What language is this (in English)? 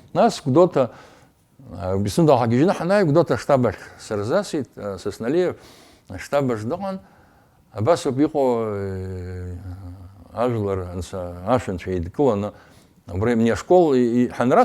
Abkhazian